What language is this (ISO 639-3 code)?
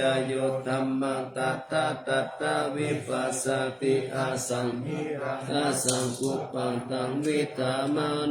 pli